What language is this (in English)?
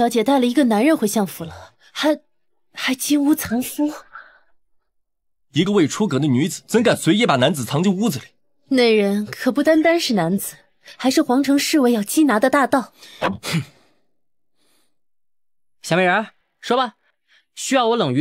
Chinese